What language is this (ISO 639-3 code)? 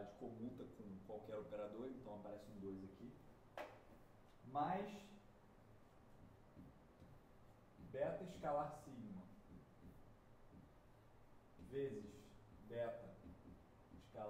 por